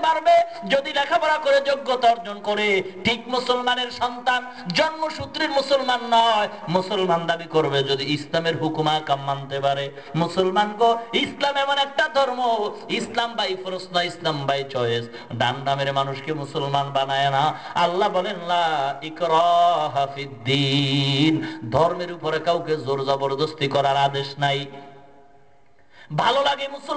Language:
Bangla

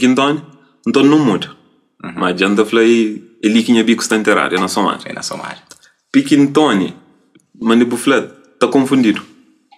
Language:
Kabuverdianu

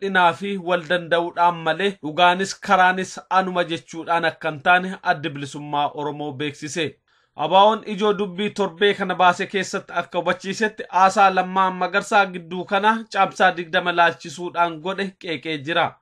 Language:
Oromo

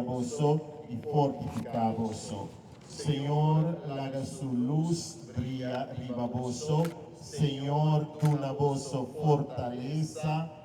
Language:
Papiamento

